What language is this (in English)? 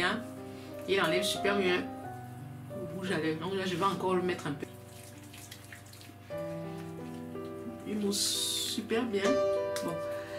French